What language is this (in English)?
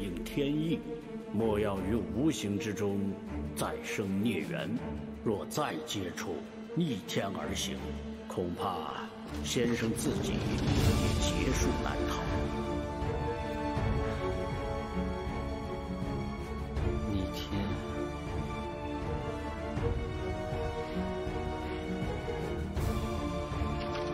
Chinese